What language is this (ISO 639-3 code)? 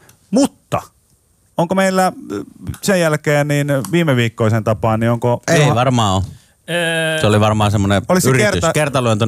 fin